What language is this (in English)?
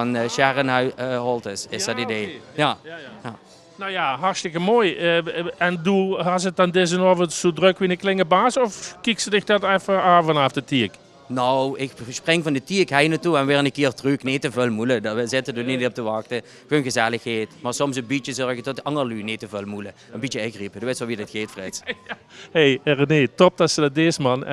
Limburgish